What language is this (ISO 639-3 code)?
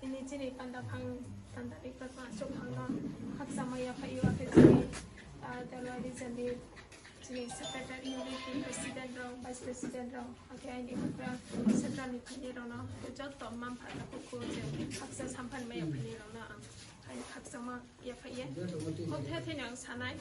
ria